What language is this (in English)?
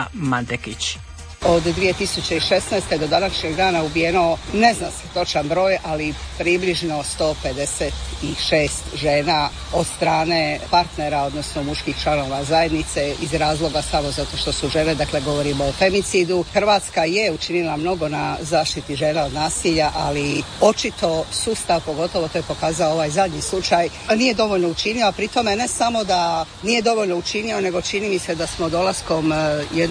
Croatian